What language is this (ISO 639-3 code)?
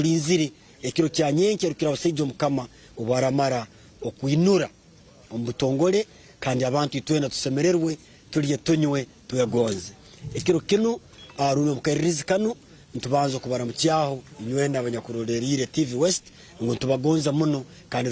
nyn